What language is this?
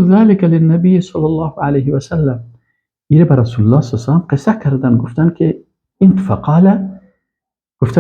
Persian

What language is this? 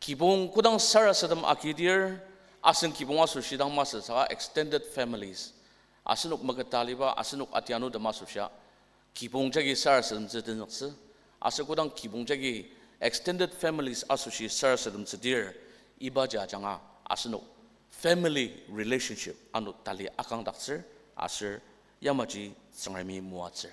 Ao Naga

